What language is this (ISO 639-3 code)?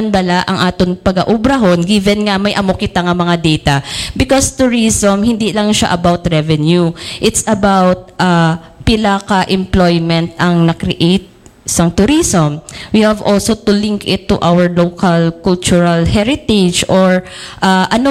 hil